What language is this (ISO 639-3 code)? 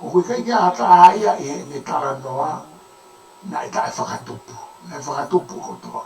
ton